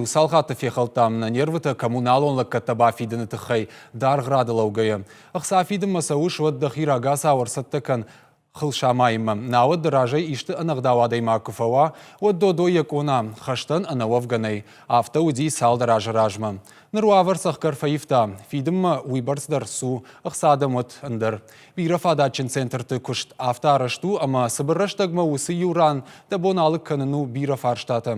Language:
Ossetic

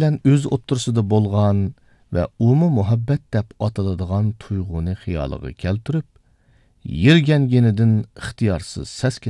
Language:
Uyghur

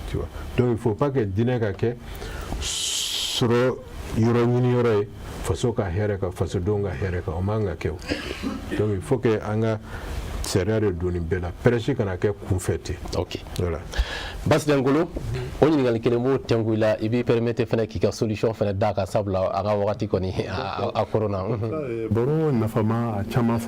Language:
Bambara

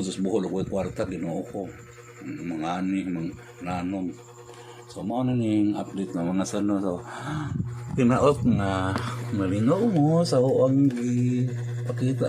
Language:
Cebuano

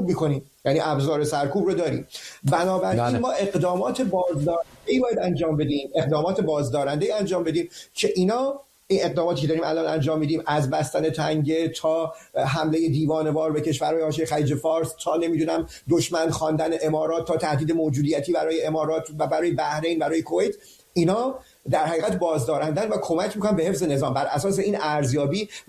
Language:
Persian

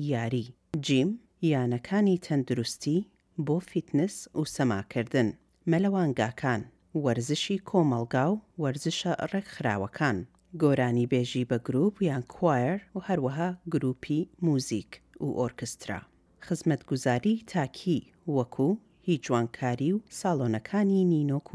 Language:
Central Kurdish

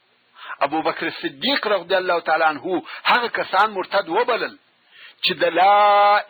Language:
Pashto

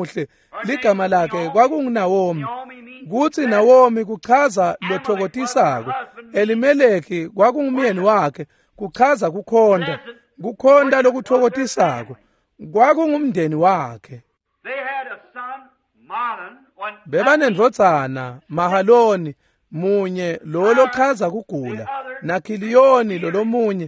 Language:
Swati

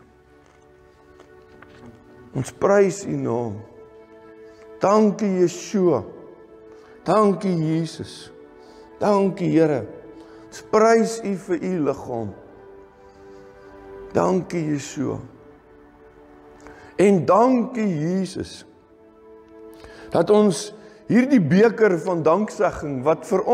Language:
Afrikaans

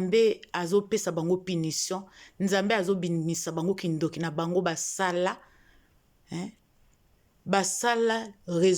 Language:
Lingala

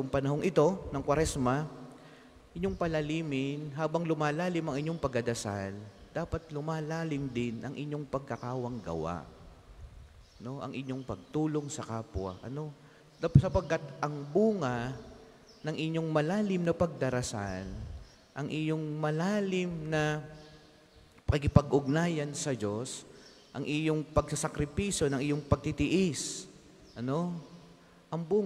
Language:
Filipino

